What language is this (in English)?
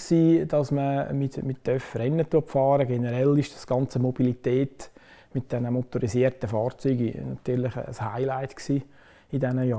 German